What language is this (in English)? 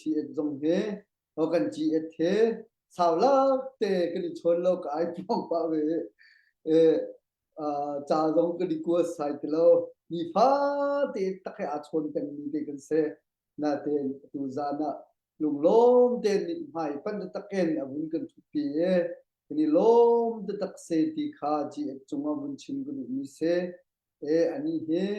Hakha Chin